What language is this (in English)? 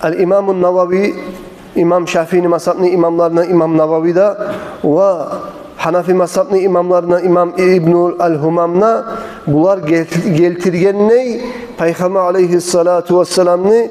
Kumyk